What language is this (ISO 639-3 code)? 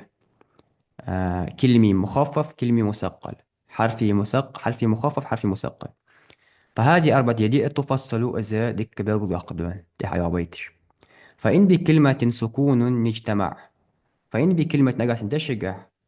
inh